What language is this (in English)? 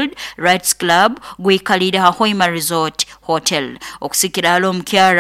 Nyoro